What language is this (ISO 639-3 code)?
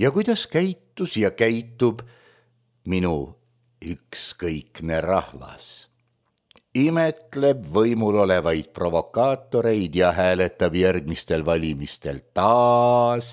est